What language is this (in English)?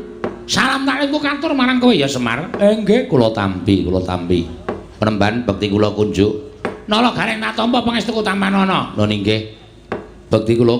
Javanese